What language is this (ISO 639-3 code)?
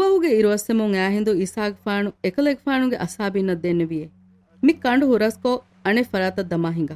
div